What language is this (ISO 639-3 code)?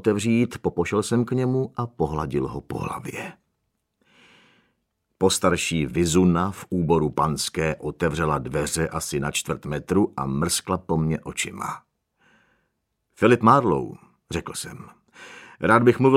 ces